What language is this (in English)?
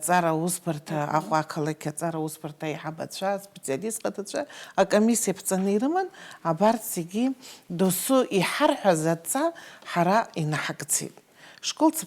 Abkhazian